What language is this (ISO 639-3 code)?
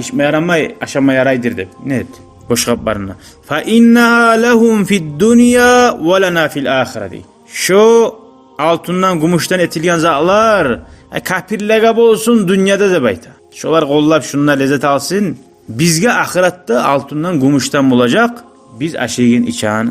kum